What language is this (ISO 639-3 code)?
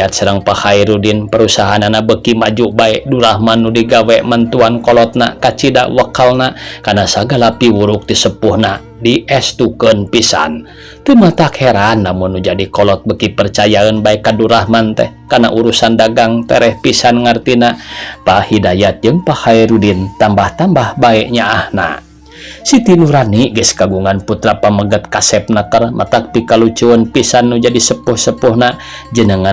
sun